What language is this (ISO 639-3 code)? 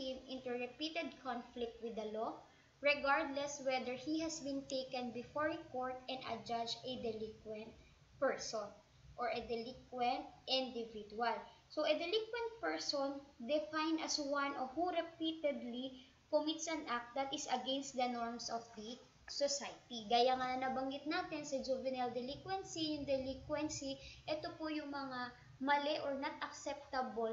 fil